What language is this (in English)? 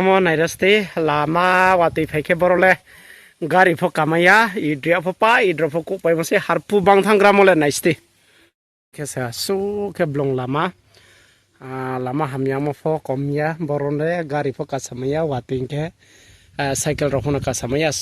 Riang (India)